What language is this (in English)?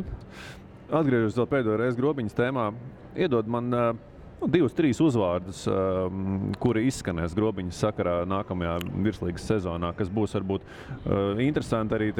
Latvian